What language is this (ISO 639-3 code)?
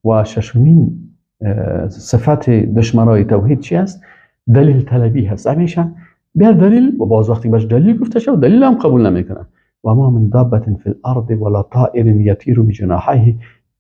fas